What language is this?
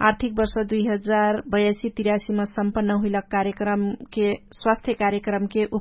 Dangaura Tharu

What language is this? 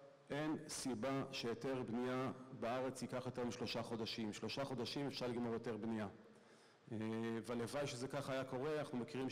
Hebrew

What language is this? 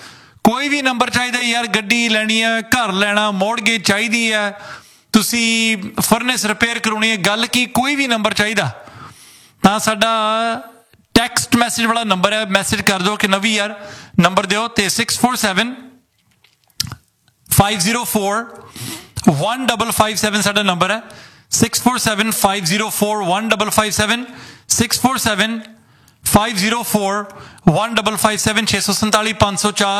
Punjabi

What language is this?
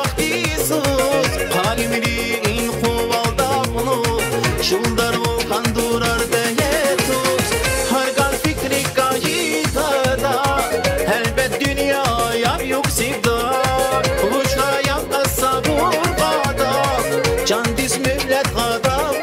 Tabassaran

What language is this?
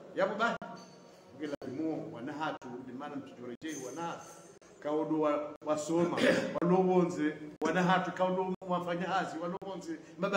Swahili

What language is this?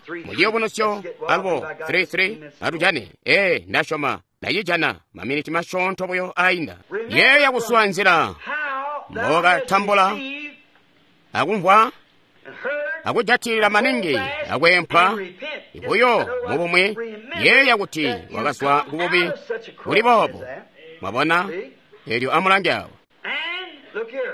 Tonga (Zambia)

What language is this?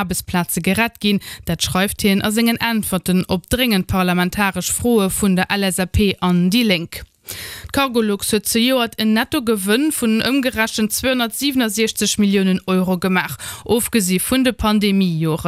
Luxembourgish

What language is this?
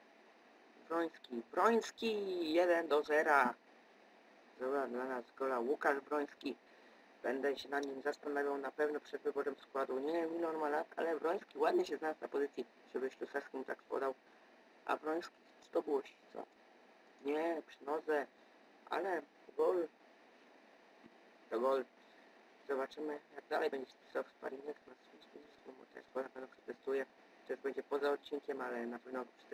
Polish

